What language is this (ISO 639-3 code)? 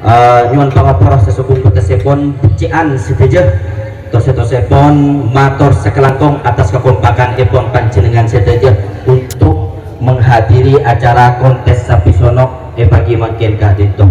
mad